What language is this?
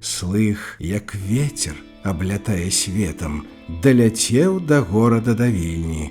Belarusian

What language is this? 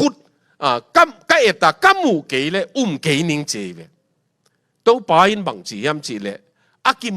Tedim Chin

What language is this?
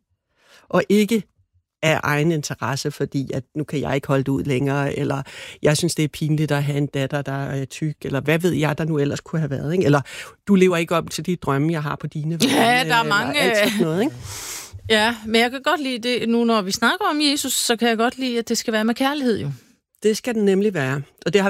Danish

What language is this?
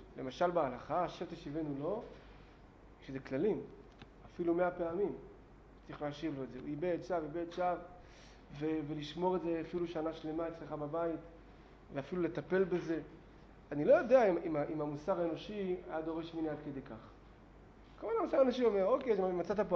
Hebrew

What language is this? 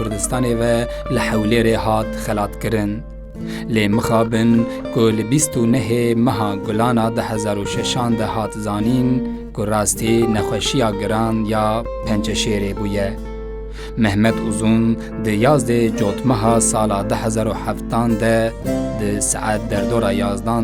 Kurdish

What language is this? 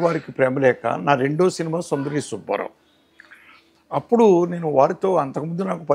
Telugu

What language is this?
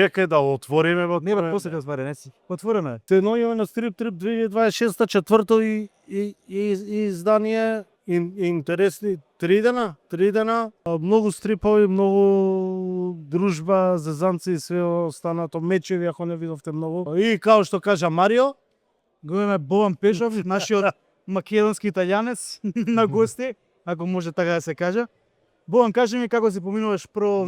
Macedonian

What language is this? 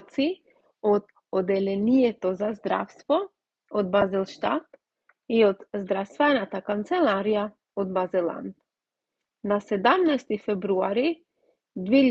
Macedonian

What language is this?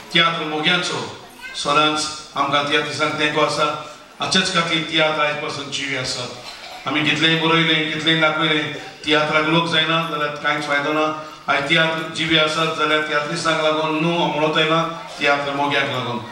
Konkani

